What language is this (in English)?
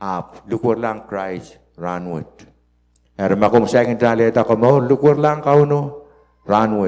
Pohnpeian